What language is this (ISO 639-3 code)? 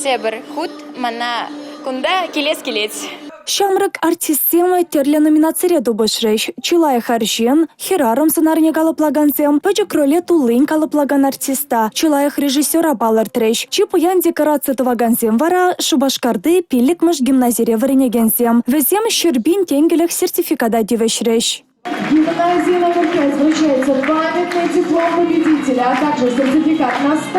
chv